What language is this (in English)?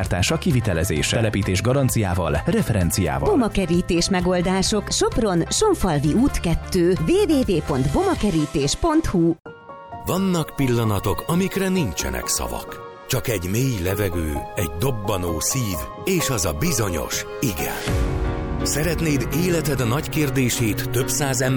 Hungarian